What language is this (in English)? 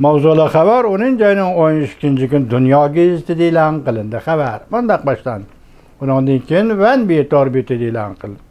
Uyghur